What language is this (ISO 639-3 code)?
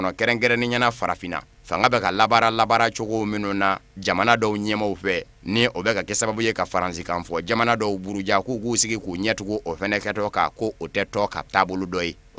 bam